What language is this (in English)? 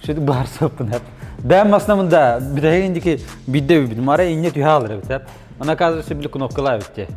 Yakut